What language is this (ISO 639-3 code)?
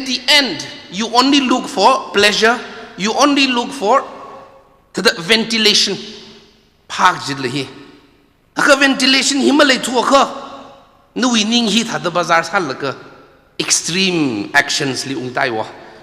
nmf